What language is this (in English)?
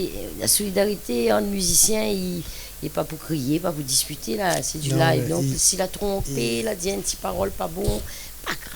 Réunion Creole French